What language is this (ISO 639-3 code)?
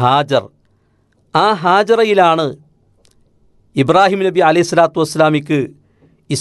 mal